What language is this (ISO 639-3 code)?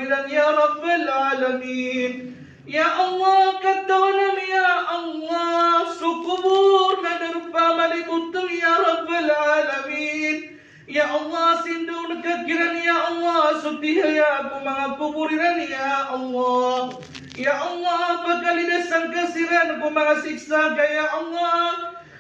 mrw